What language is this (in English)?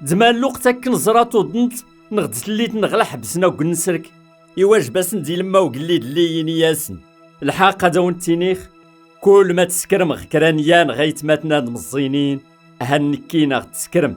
Kabyle